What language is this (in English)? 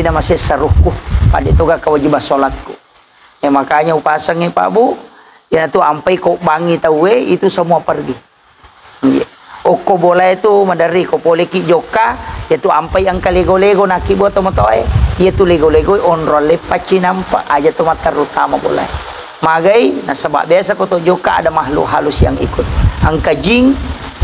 Buginese